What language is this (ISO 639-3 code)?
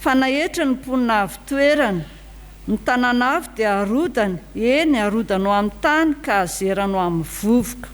mlg